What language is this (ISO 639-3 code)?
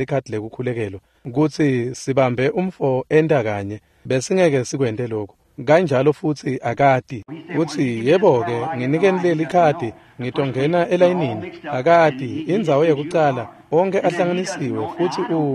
ssw